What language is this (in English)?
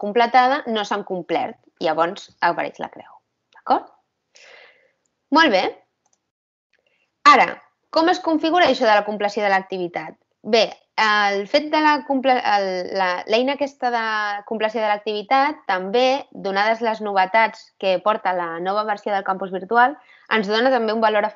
Catalan